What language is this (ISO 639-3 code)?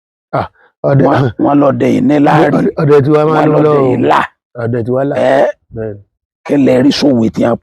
yor